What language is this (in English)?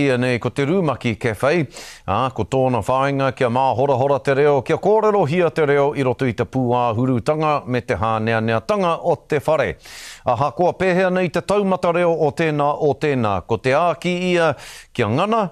Māori